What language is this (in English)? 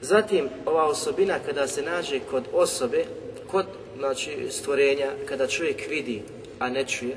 Bosnian